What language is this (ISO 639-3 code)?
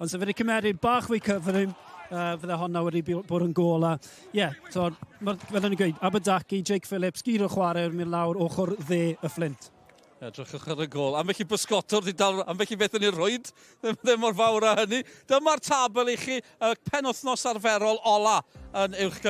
cym